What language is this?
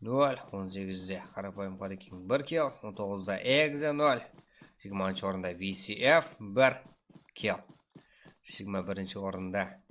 Kara-Kalpak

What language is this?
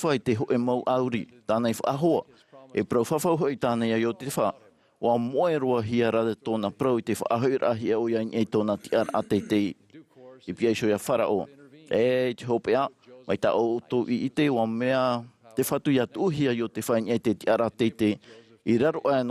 Tahitian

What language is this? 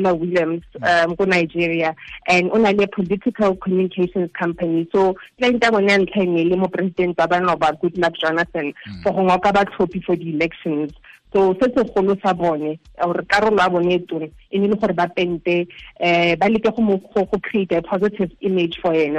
Tswana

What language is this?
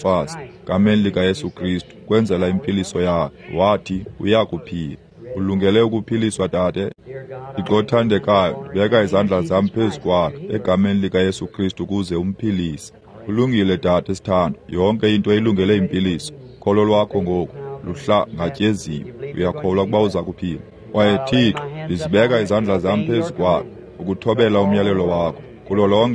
Xhosa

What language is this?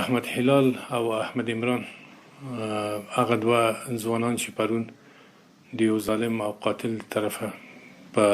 Pashto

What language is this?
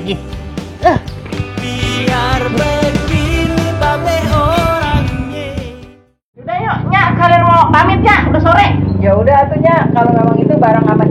Betawi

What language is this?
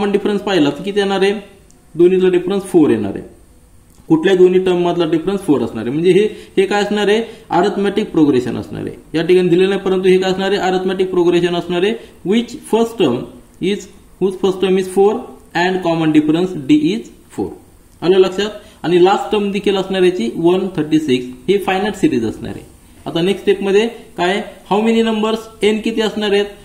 Marathi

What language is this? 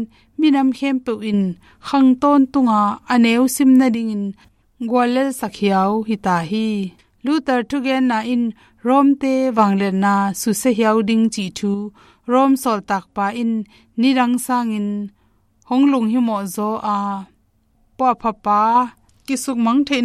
Tedim Chin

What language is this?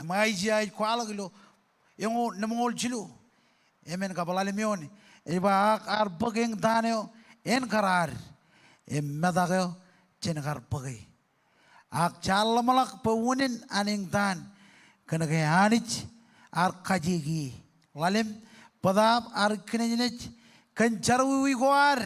Marshallese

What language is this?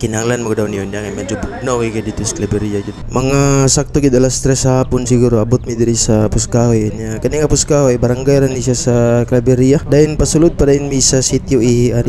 Cebuano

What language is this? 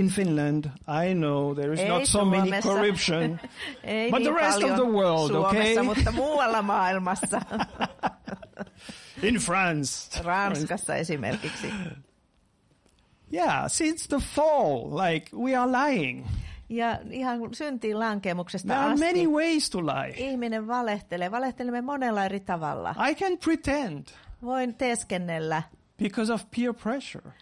Finnish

